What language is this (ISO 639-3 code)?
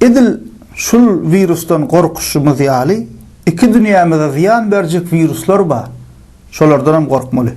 tuk